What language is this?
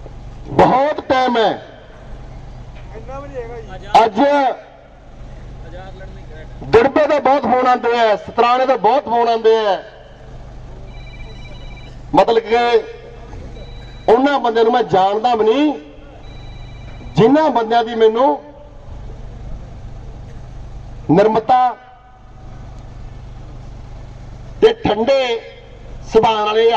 Punjabi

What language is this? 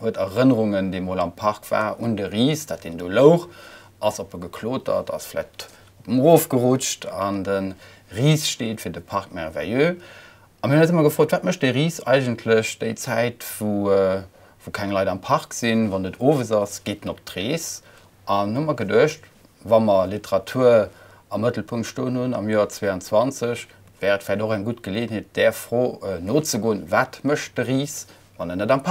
Luxembourgish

